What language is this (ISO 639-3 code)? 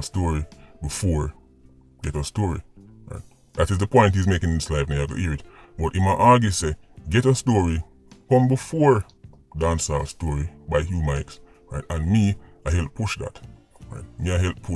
jam